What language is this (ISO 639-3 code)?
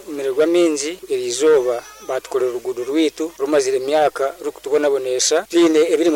nyo